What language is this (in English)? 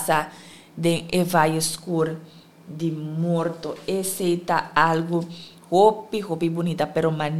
Papiamento